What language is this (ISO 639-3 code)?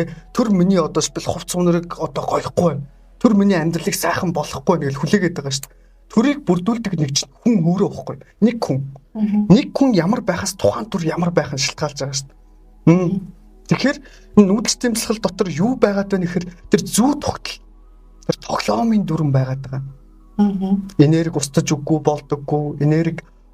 mon